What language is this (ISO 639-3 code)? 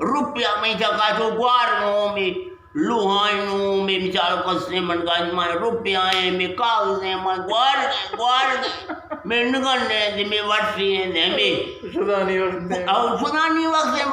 bgp